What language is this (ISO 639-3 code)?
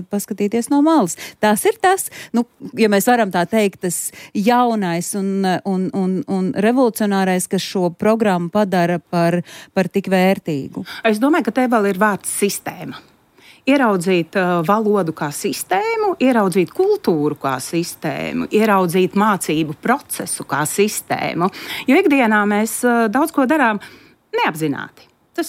lav